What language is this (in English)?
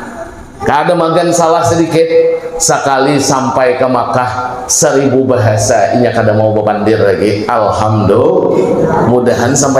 Banjar